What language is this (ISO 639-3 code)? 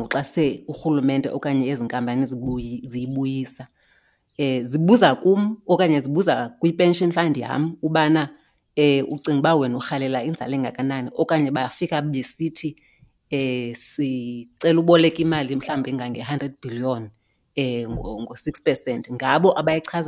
xho